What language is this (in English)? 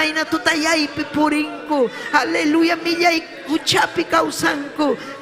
Ayacucho Quechua